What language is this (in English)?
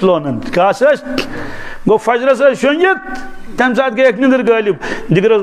Kashmiri